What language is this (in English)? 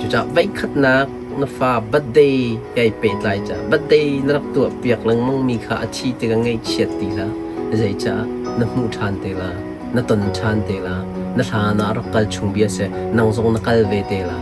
Hakha Chin